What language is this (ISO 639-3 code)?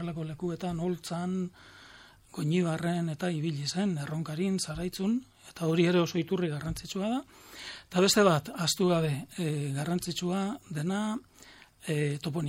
eus